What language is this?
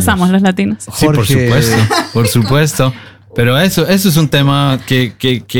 Spanish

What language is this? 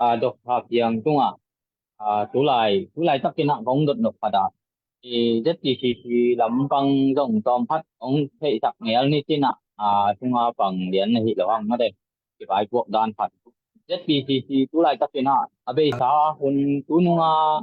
Tedim Chin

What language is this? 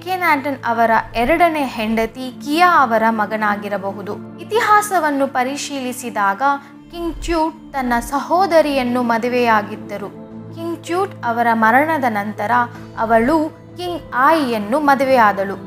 Kannada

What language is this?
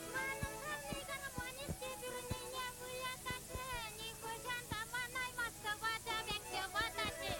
Chuvash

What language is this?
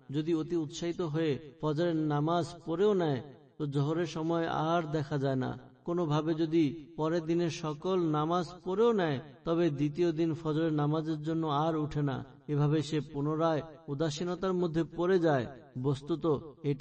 Bangla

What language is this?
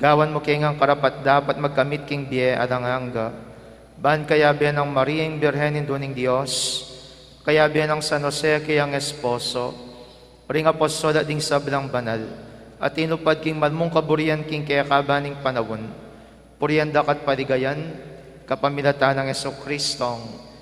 Pampanga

